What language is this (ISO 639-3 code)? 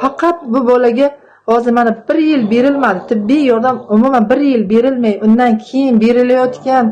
uzb